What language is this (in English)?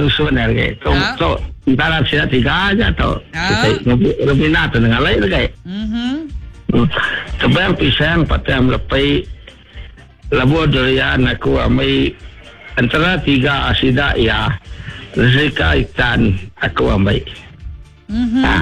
Malay